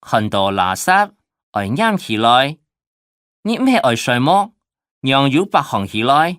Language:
Hakka Chinese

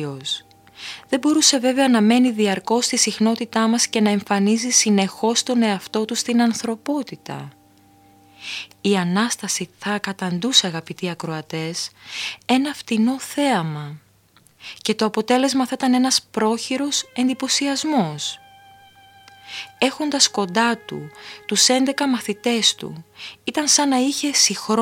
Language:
Greek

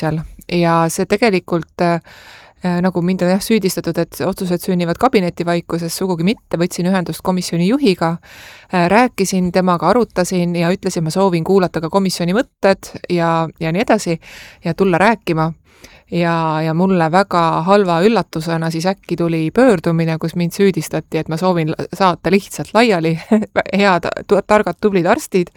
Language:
Estonian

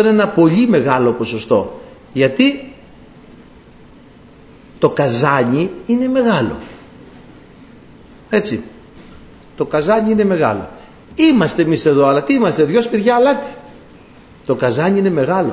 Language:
Greek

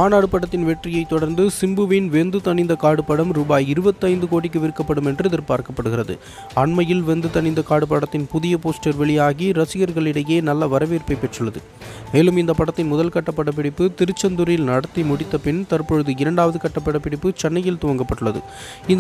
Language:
Tamil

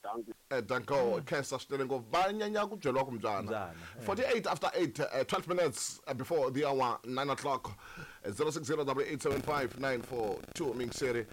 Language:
Tsonga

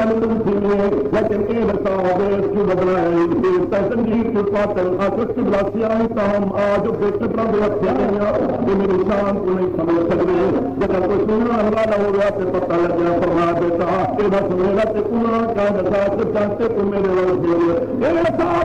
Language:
Saraiki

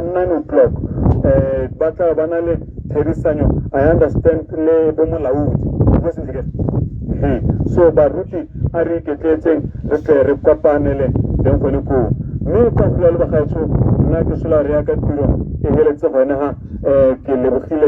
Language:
Tswana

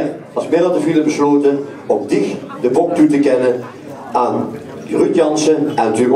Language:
Limburgish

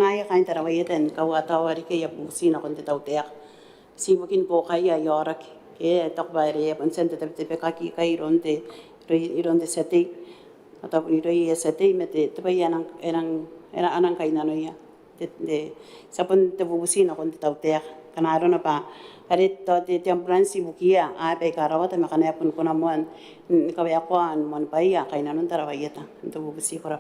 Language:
Gilbertese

